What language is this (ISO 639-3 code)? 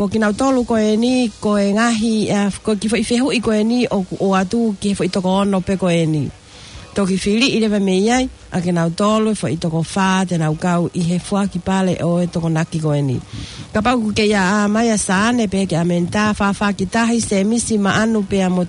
ton